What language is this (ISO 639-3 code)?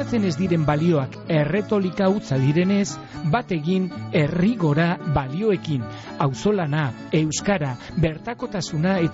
eus